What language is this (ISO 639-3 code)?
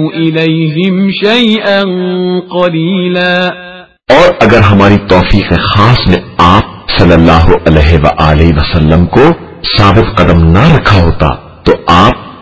urd